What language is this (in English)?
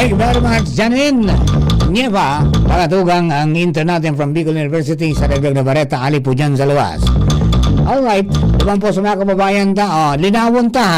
Bikol